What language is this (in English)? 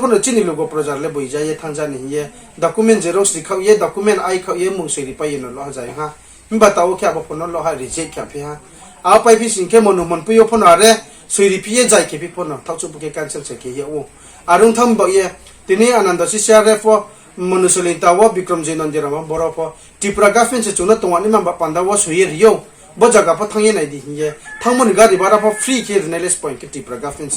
Riang (India)